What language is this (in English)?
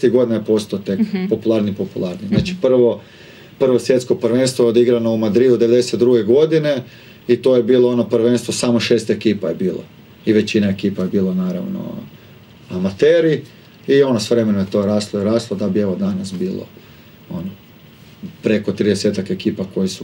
Croatian